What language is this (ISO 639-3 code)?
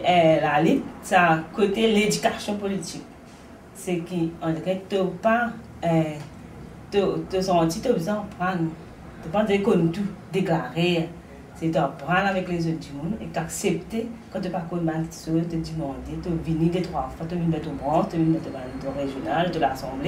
mfe